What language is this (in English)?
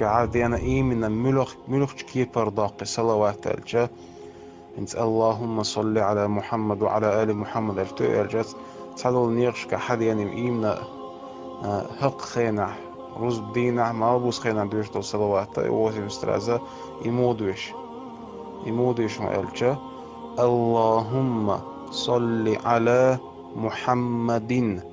Chechen